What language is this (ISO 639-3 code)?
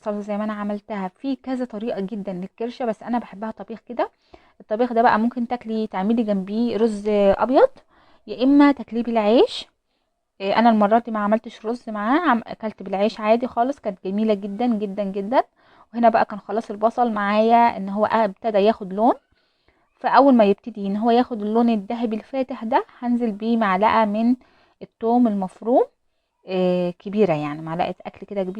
arz